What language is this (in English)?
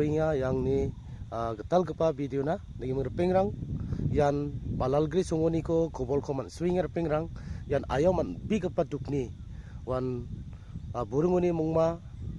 Garo